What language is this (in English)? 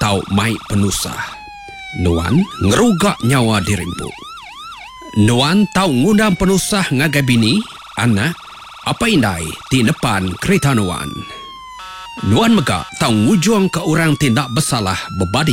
Iban